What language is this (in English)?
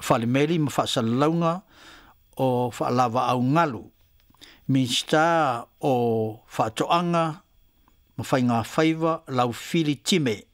Samoan